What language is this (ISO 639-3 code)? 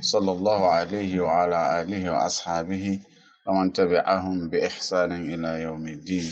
ful